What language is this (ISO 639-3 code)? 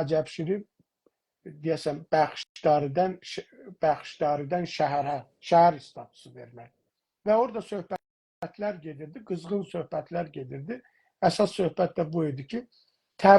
azb